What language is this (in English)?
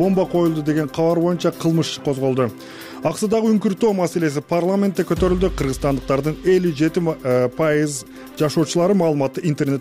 Kyrgyz